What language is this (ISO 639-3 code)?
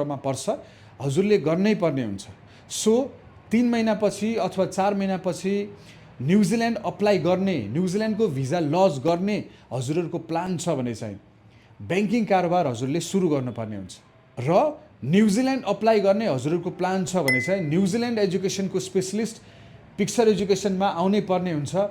nep